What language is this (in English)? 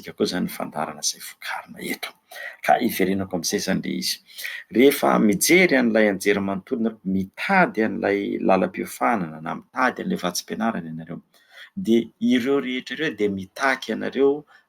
Malagasy